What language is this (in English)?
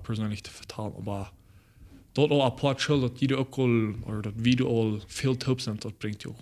Plautdietsch